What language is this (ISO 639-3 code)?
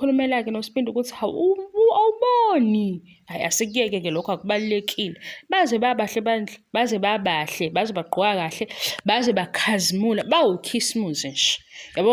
zul